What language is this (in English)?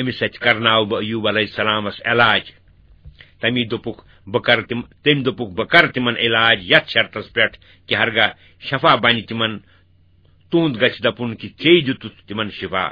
Kashmiri